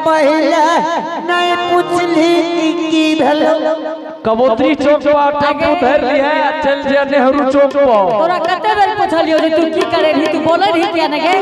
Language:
Angika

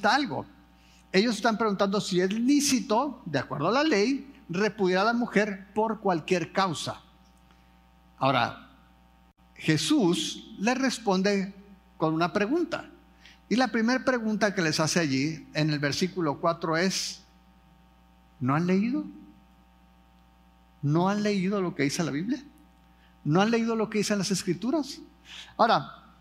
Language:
Spanish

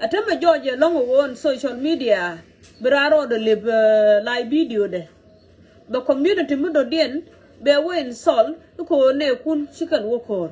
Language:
Nuer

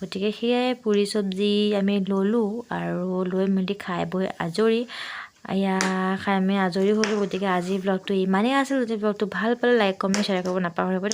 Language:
Assamese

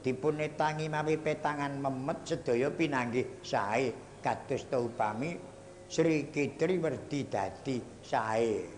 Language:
Javanese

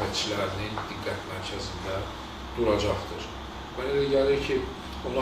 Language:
Azerbaijani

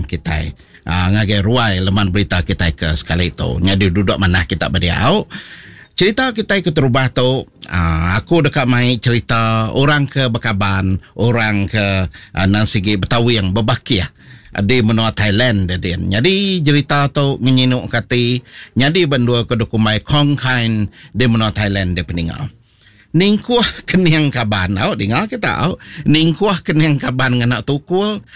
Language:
Iban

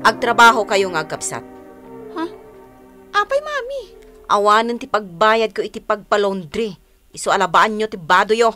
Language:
Iloko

